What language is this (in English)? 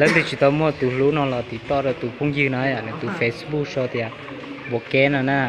Hmong